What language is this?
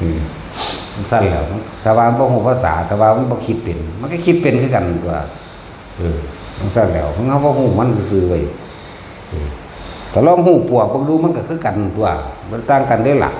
Northeastern Thai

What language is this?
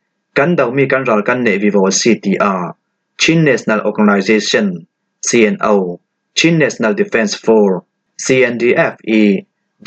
Falam Chin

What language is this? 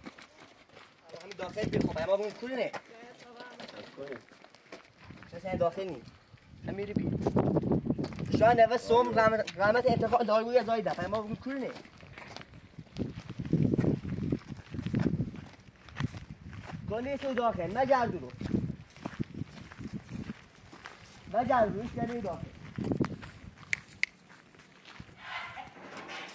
Persian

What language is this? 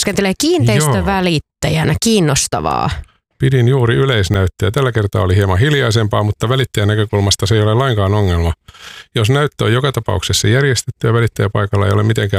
Finnish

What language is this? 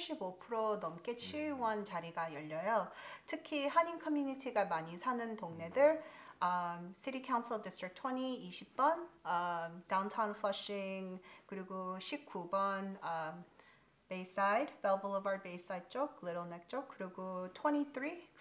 Korean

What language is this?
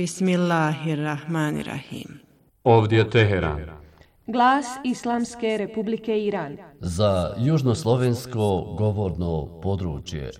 Armenian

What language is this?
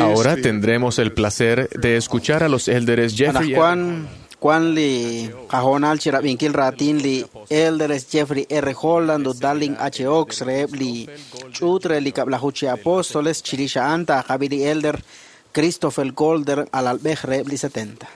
Kekchí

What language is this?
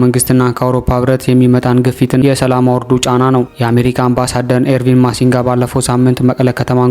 Amharic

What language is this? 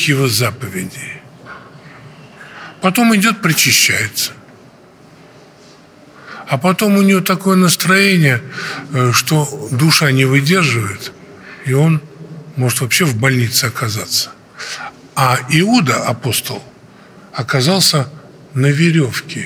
Russian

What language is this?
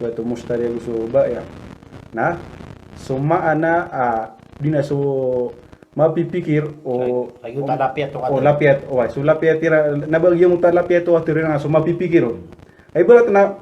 Maranao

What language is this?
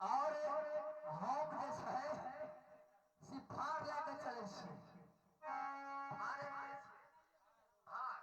Maithili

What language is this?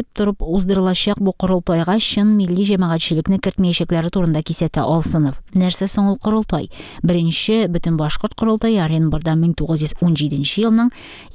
Tatar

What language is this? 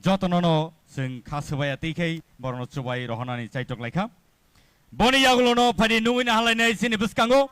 Kok Borok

